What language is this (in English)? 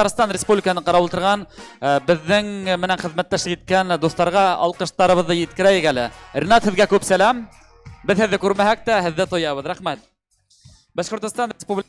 Bashkir